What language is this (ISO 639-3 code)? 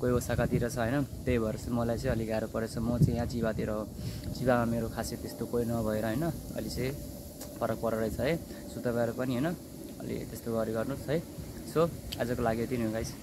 nep